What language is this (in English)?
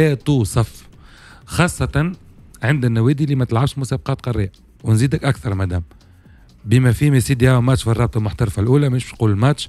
Tunisian Arabic